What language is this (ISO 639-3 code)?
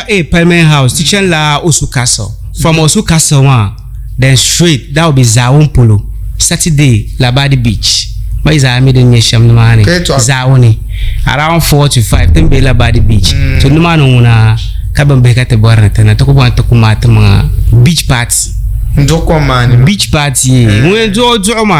dag